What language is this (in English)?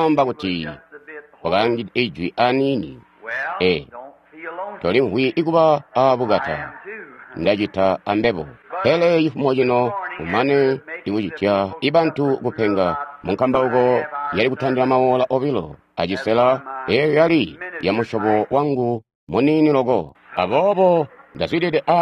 Tonga (Zambia)